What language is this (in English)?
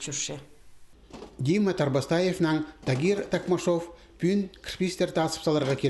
Khakas